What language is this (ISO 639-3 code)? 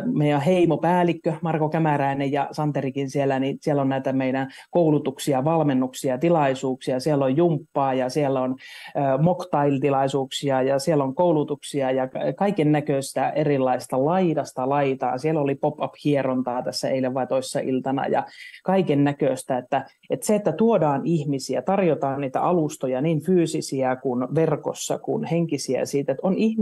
fin